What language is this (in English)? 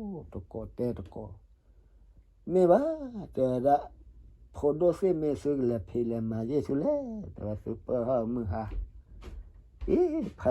S'gaw Karen